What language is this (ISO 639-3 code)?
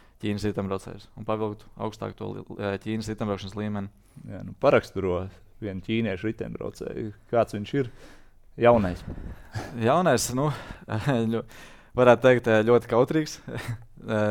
lav